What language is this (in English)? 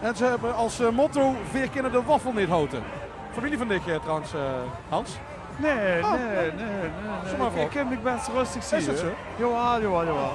Limburgish